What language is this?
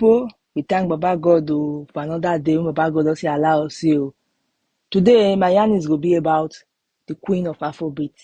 Nigerian Pidgin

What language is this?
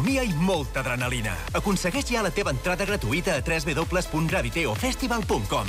Catalan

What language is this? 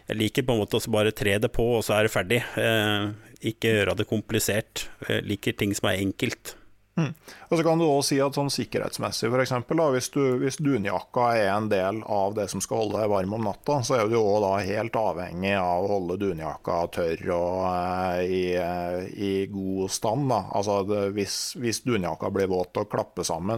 Norwegian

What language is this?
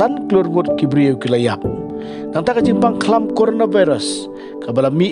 Khasi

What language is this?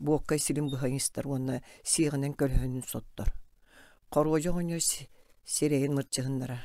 Yakut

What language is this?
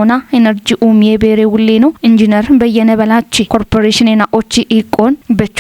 Kafa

